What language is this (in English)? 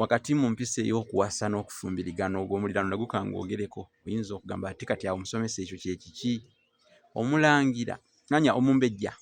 Ganda